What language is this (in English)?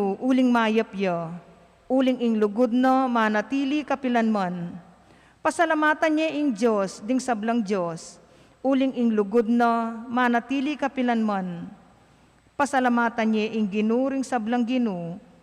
Pampanga